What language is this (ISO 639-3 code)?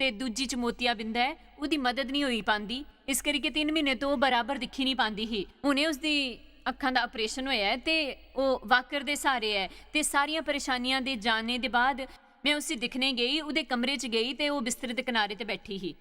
doi